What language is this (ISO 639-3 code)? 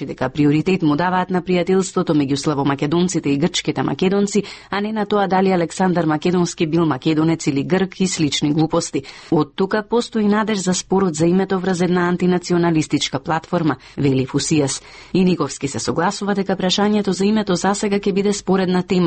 mkd